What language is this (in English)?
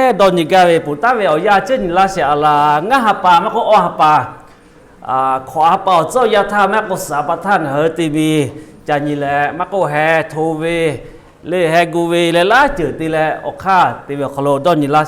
Lahu